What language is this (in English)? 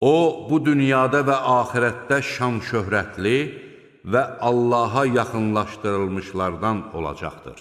Azerbaijani